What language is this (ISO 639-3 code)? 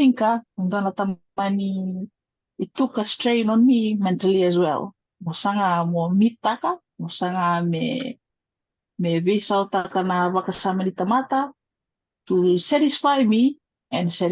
fij